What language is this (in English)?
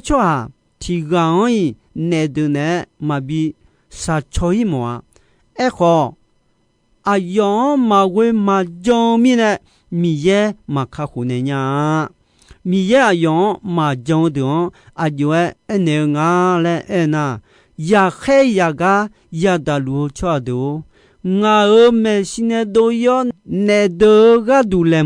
Akha